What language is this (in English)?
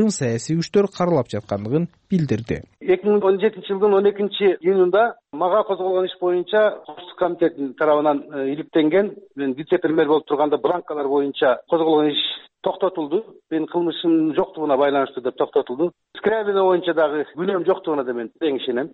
Kyrgyz